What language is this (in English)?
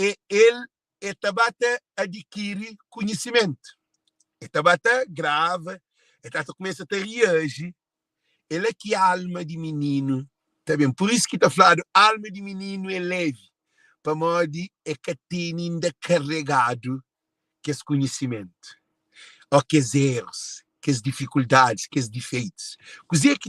Kabuverdianu